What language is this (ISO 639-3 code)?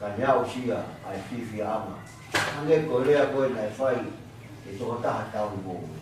ton